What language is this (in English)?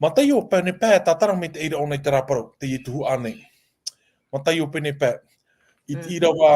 Tahitian